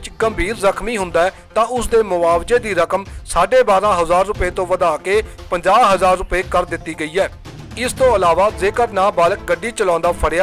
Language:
Punjabi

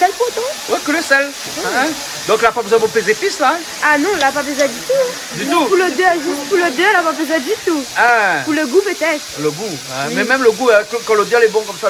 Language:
Réunion Creole French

